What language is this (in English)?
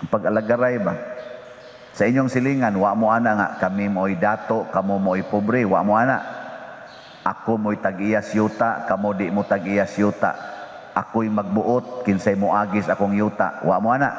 Cebuano